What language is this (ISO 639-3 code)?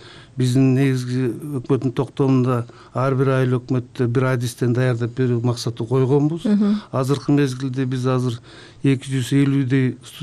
kir